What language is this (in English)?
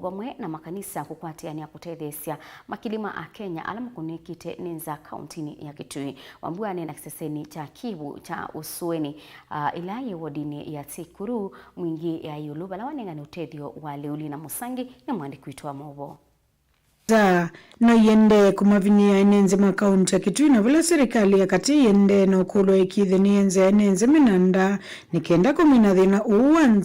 Kamba